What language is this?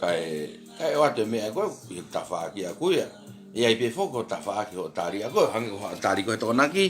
Tongan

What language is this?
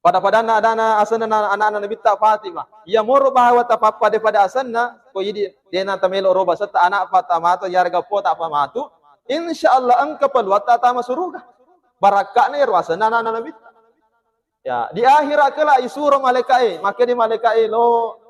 Buginese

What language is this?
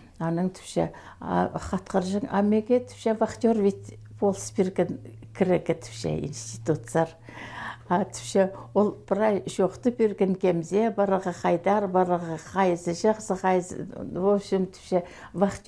Khakas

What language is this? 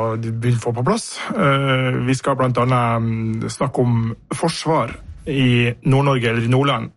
Norwegian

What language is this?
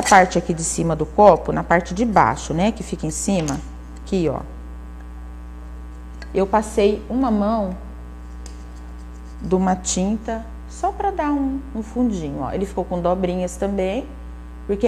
Portuguese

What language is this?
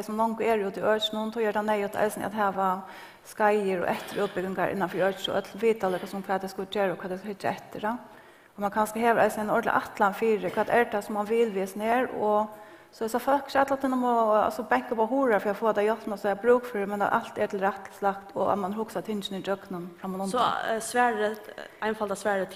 Faroese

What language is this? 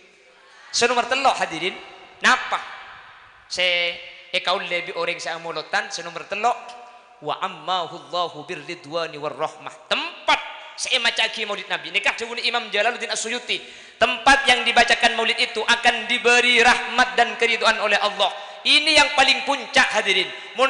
Madurese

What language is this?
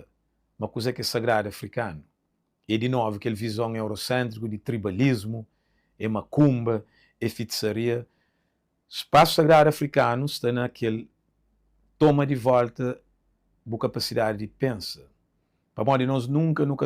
Kabuverdianu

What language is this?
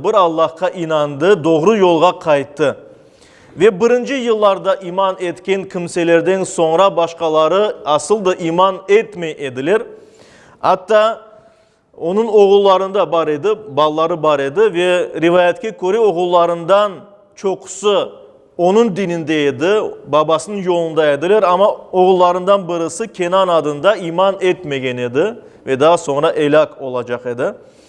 Crimean Tatar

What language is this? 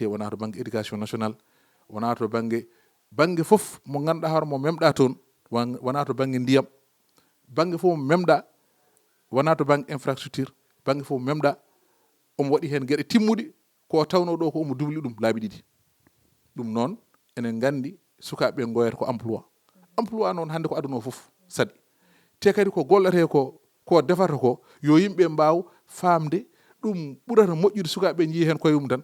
Fula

